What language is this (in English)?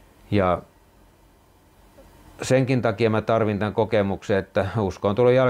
Finnish